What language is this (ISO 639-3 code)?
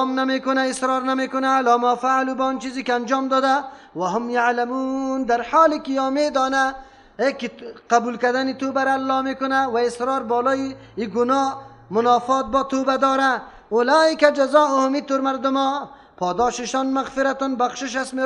fas